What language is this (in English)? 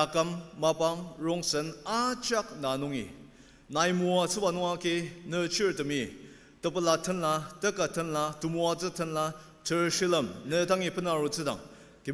Ao Naga